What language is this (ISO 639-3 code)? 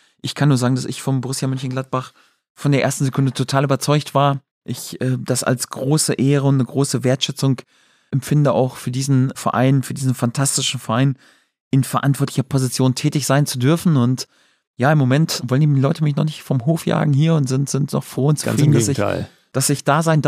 deu